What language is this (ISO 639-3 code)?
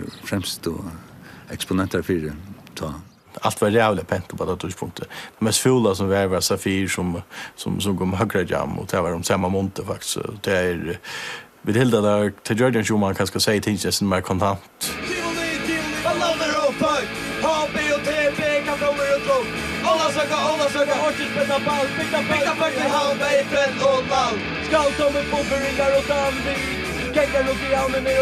fao